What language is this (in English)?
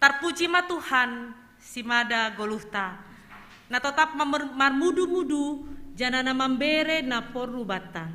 Batak Simalungun